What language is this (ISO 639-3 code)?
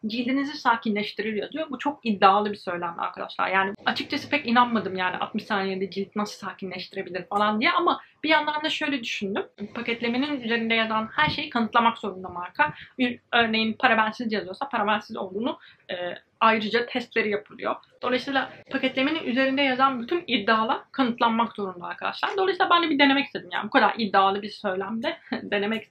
tur